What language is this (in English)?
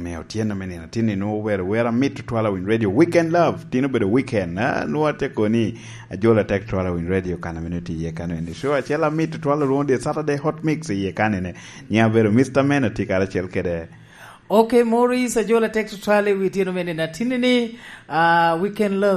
Lango (Uganda)